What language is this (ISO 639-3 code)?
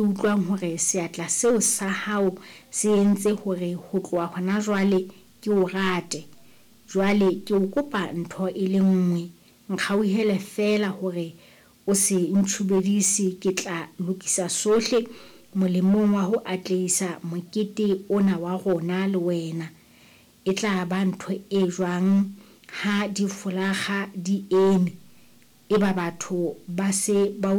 sot